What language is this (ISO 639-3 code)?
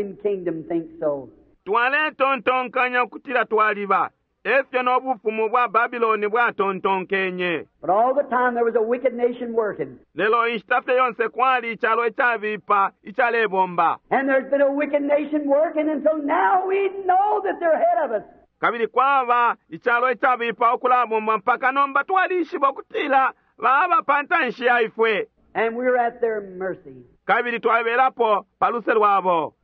bem